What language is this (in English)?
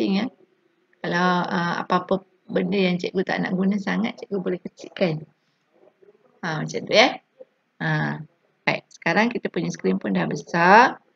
Malay